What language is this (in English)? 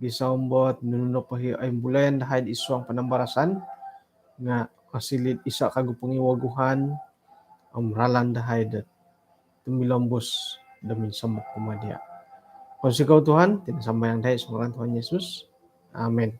Central Dusun